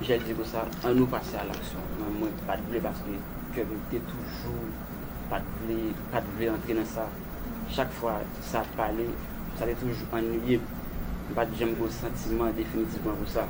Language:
Haitian Creole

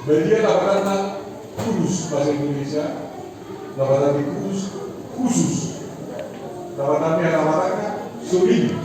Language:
Batak Toba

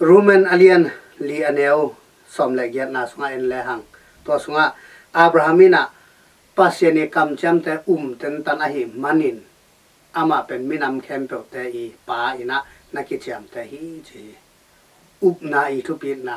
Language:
Tedim Chin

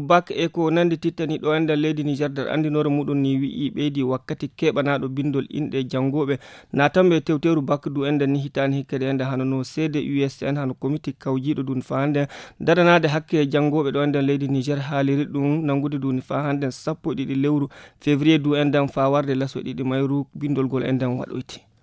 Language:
Fula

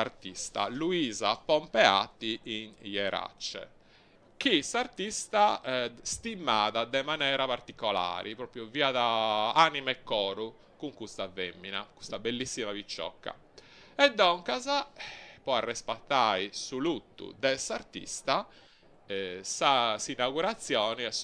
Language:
Sardinian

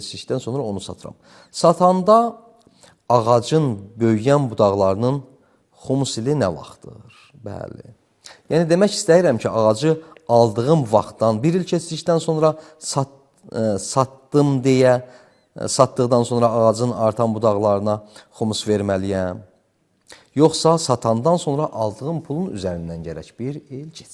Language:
Azerbaijani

